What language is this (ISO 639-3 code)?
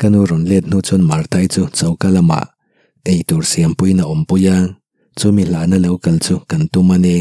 lus